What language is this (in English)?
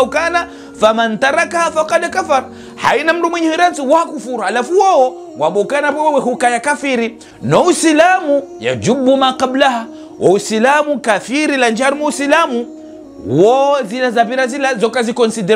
Ngazidja Comorian